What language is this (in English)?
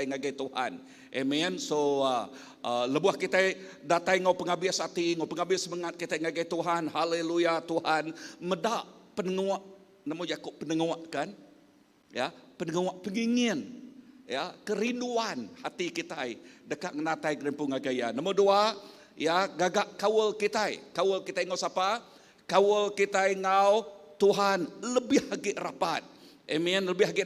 Iban